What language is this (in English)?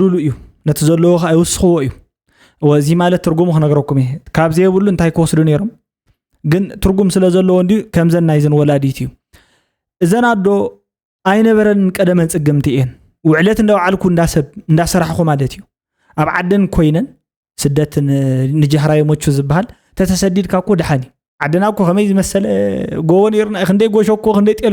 Tigrinya